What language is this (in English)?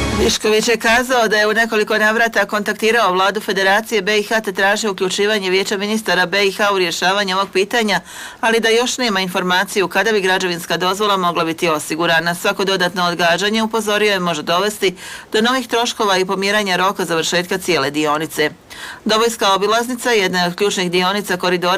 Bosnian